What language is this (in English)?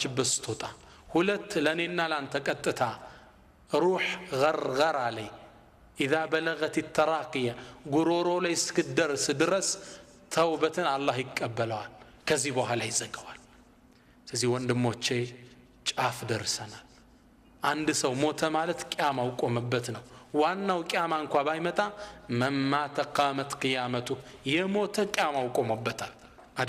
Amharic